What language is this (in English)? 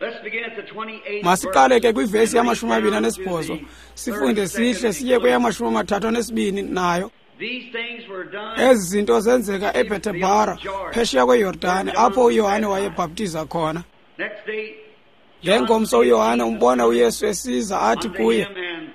Xhosa